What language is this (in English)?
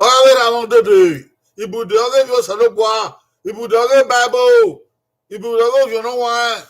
Bini